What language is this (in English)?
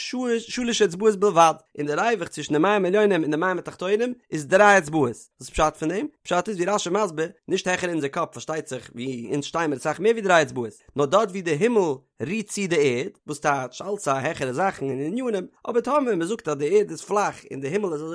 Yiddish